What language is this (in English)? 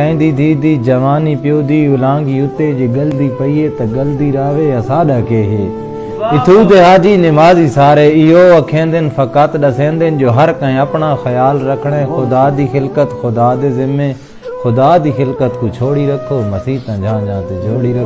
Saraiki